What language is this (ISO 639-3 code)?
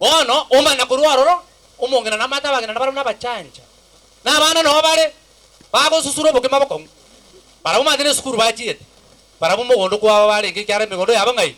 guz